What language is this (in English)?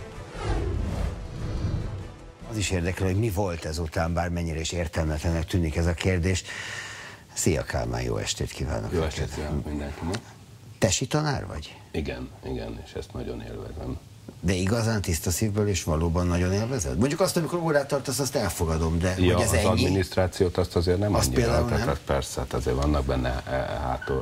Hungarian